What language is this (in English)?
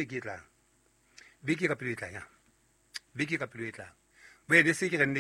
Southern Sotho